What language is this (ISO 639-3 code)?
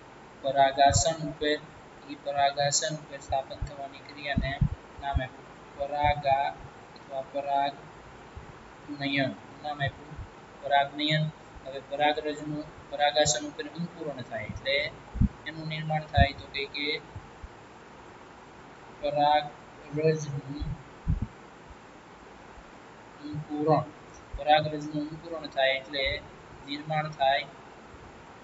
guj